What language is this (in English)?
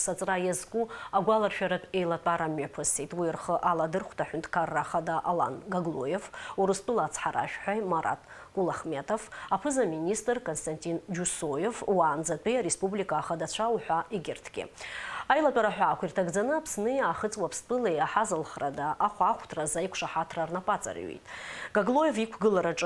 Abkhazian